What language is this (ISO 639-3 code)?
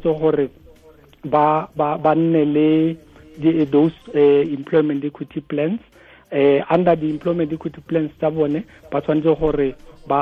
tsn